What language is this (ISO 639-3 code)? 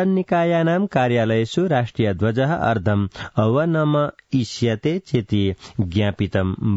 san